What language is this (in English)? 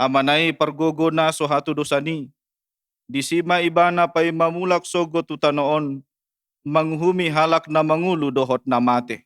Batak Toba